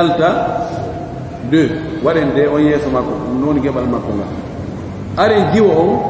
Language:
Pular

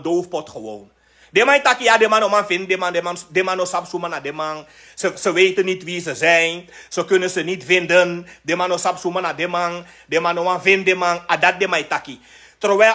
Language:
Sranan Tongo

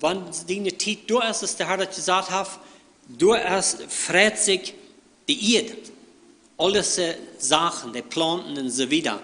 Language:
Plautdietsch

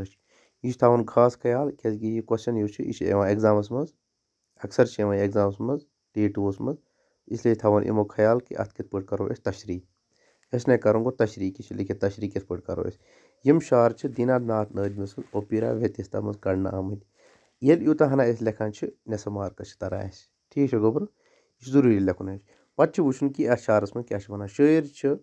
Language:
Kashmiri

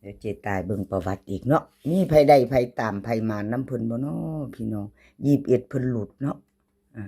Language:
Northeastern Thai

